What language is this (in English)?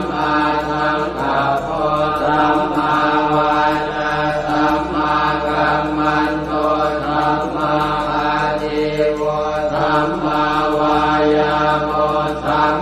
Pali